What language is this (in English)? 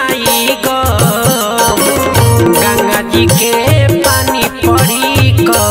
Bhojpuri